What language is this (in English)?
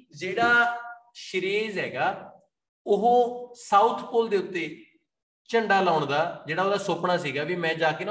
Punjabi